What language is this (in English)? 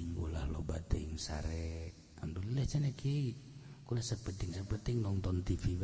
Sundanese